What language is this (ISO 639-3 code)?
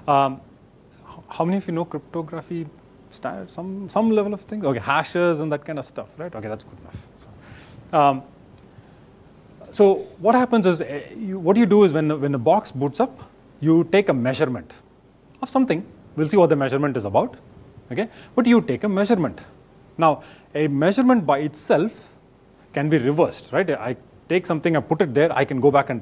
eng